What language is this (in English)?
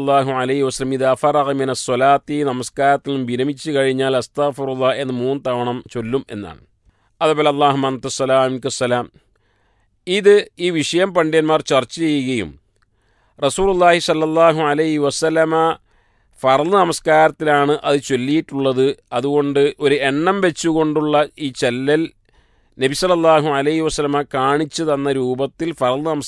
Malayalam